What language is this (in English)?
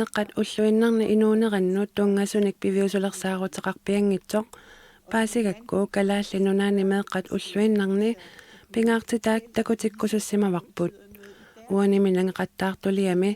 Kalaallisut